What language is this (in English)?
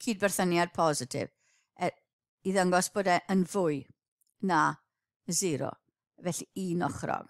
Welsh